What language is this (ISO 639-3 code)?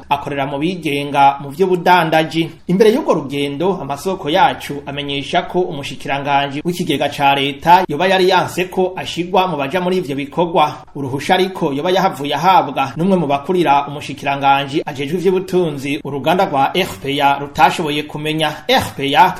run